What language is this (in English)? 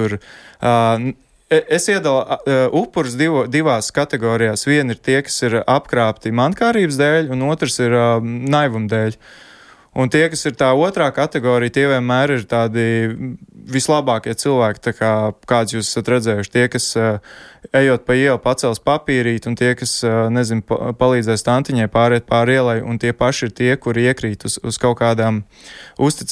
Latvian